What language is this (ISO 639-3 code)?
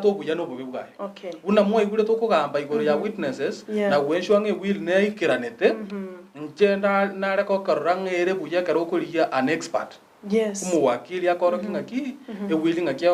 guz